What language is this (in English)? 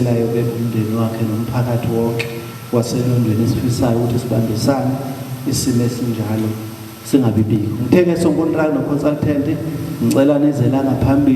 Zulu